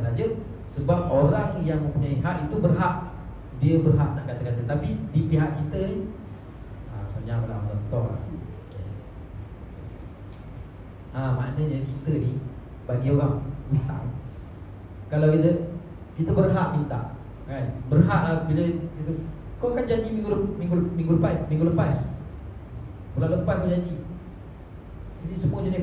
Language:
Malay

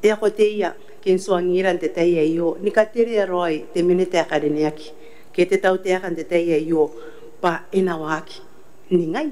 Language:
Gilbertese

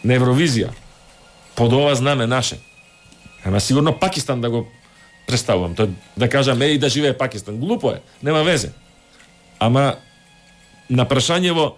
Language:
Macedonian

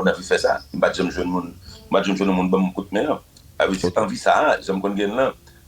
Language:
Haitian Creole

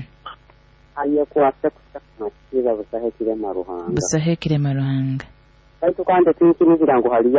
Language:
Nyoro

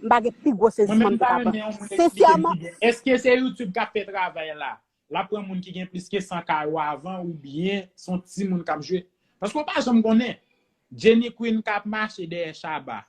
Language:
Haitian Creole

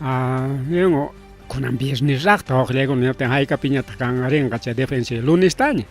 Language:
Ayacucho Quechua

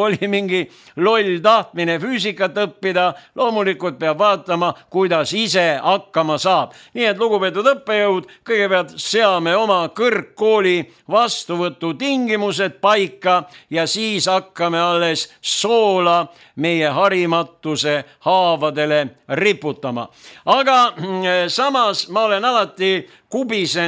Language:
Estonian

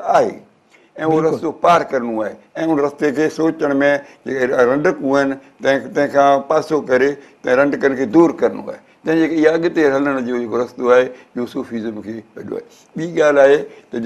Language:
Sindhi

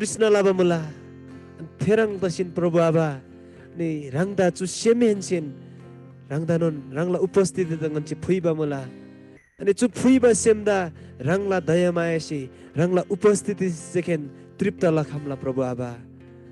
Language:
Eastern Tamang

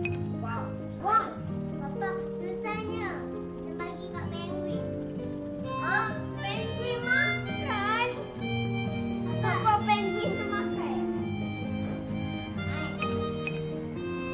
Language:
Malay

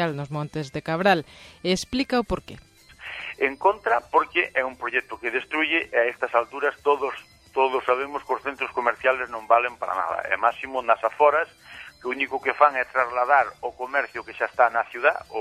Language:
Galician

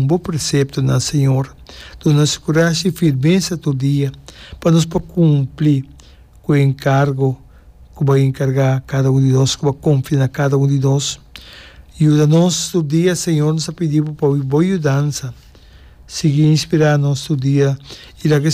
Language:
Papiamento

